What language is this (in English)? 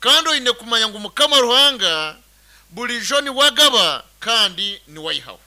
Nyankole